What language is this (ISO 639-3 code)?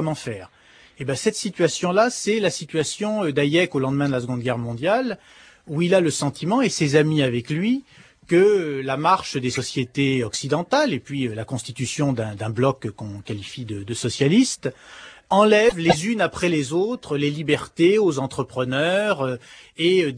fra